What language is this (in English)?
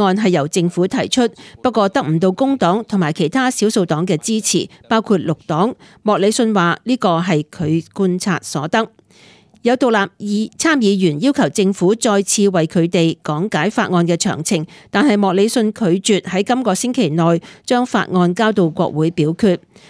Cantonese